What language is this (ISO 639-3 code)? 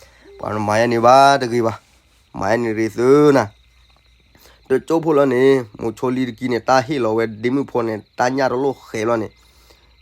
ksw